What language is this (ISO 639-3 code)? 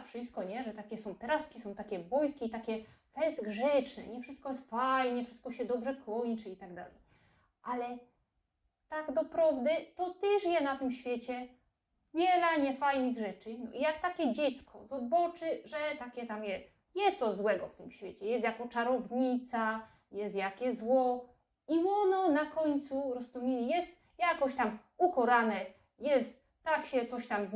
szl